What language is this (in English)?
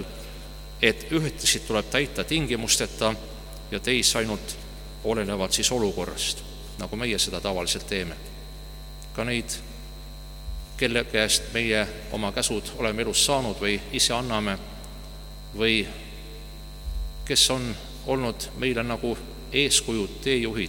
Estonian